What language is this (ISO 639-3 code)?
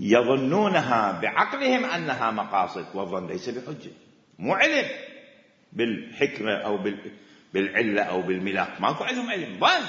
acm